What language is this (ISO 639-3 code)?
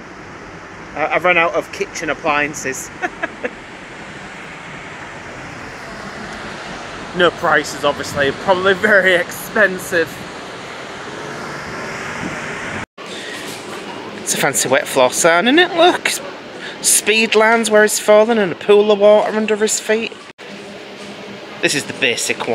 eng